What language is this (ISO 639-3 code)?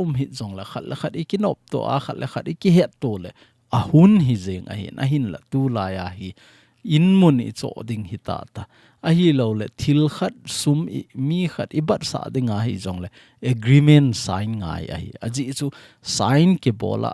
tcz